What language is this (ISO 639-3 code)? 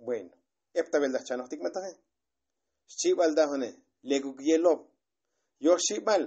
tzo